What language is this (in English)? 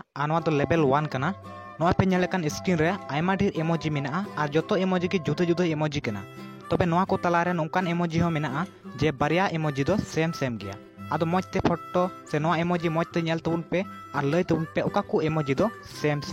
Santali